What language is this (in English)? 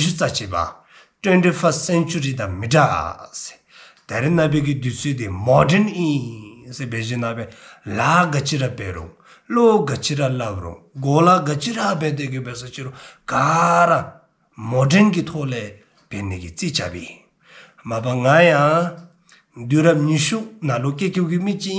Dzongkha